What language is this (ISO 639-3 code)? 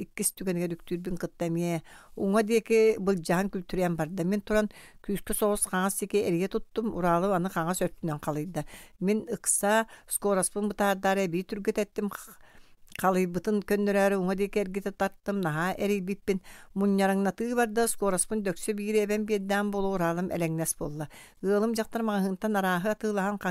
sah